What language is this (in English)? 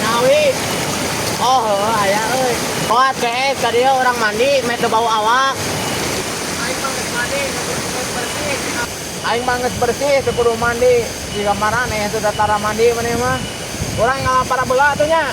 Sundanese